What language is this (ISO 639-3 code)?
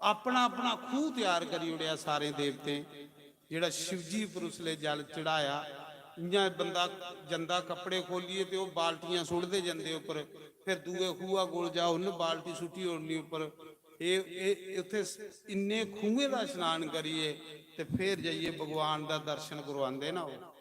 doi